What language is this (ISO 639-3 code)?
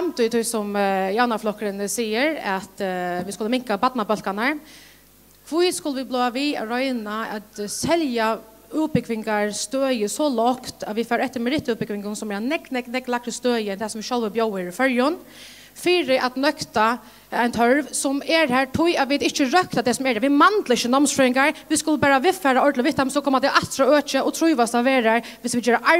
fao